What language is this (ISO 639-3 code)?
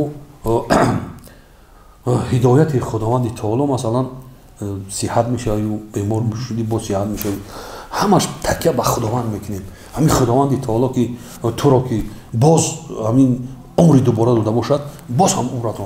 tgk